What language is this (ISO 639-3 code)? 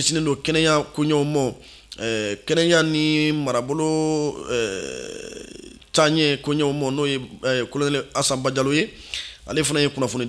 bam